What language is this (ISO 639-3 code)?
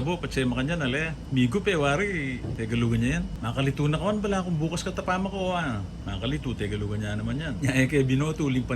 pam